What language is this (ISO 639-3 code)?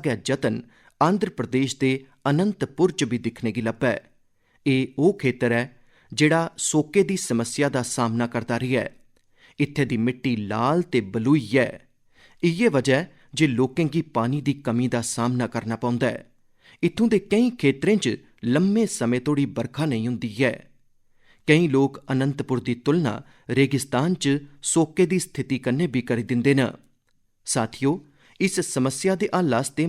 doi